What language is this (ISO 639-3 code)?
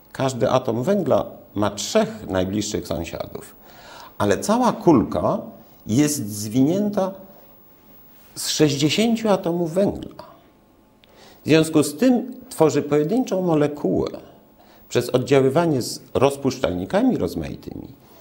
pol